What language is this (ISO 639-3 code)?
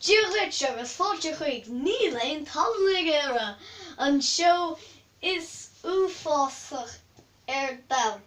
gle